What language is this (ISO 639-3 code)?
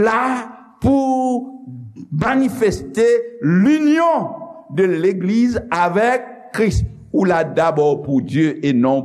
hat